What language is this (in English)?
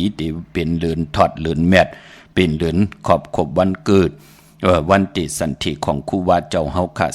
Shan